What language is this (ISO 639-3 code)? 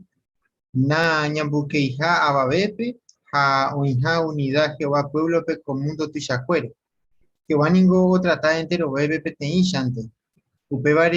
grn